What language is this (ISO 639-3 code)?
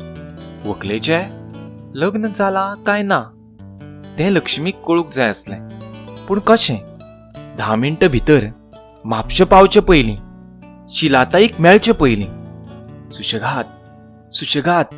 kok